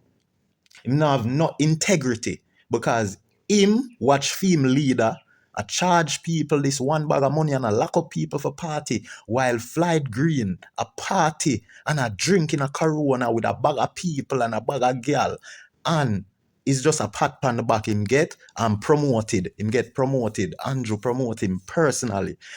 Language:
Jamaican Creole English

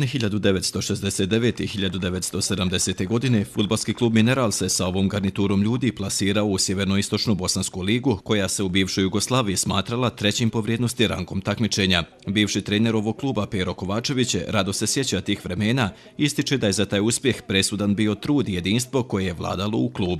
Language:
Bosnian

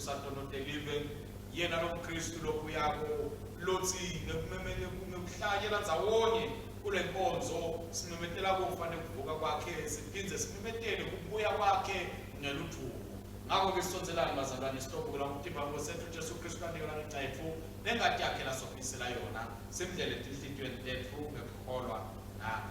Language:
Swati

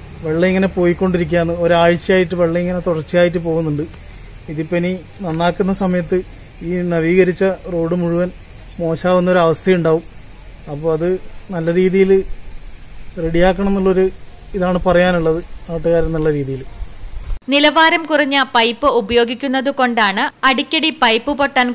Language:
Malayalam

